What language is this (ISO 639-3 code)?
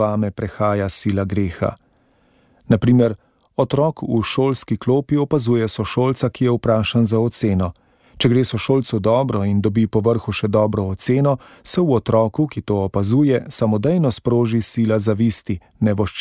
slv